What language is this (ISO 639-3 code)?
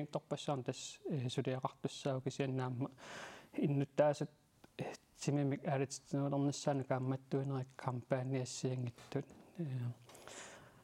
kal